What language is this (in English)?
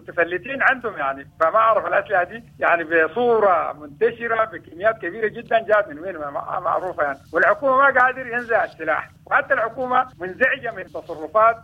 Sudanese Arabic